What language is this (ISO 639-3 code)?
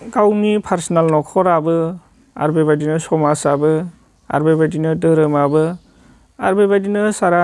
brx